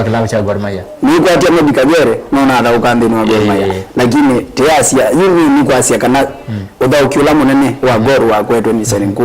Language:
Kamba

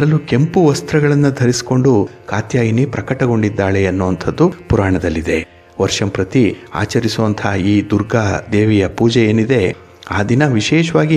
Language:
Kannada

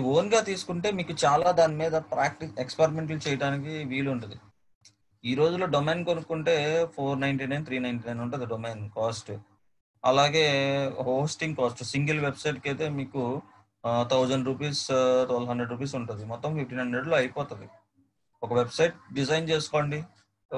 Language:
Telugu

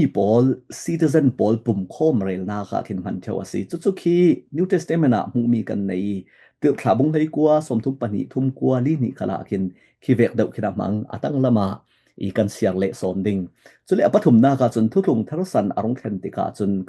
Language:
Falam Chin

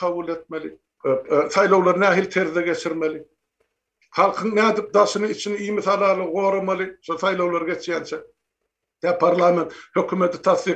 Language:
Turkmen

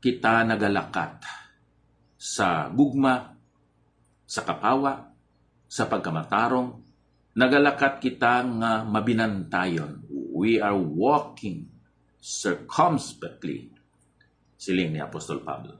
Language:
Hiligaynon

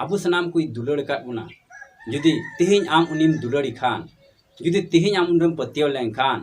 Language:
Santali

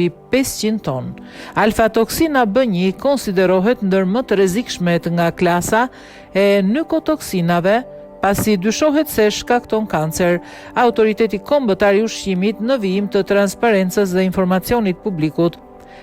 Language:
Albanian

